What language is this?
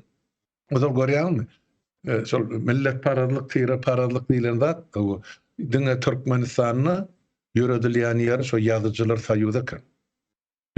Turkmen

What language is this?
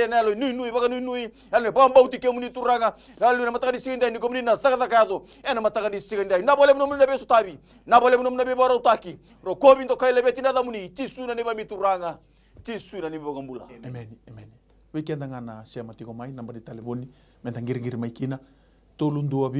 Fijian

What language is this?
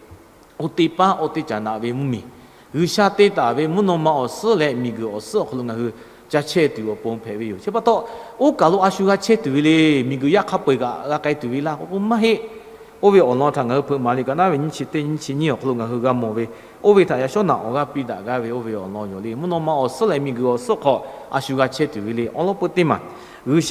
Lahu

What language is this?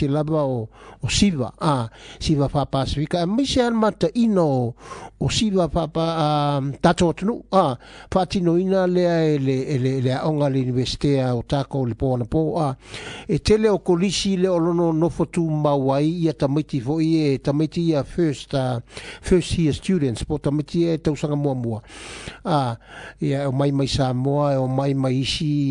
Samoan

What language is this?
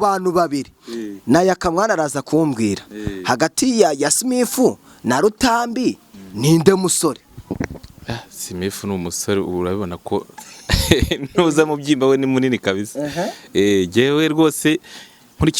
Kinyarwanda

